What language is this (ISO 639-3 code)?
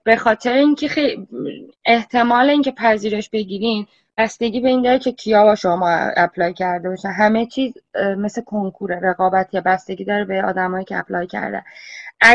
fas